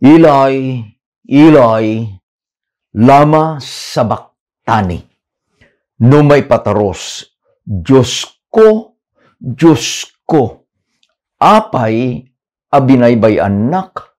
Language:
Iloko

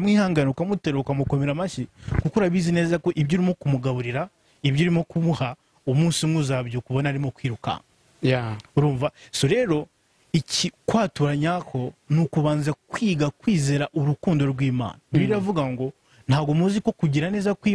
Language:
Kinyarwanda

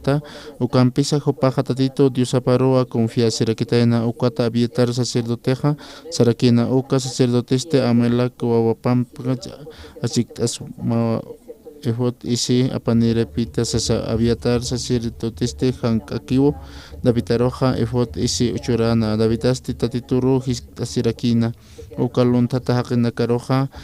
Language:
Aymara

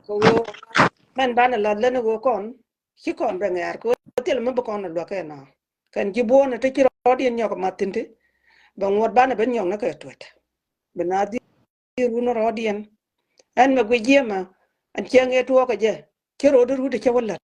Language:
Nuer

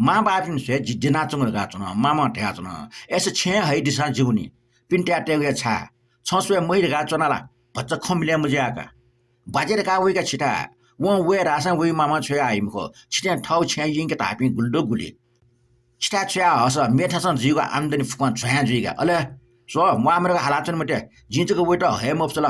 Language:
Newari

